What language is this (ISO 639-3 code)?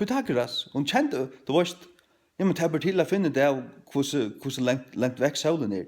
fao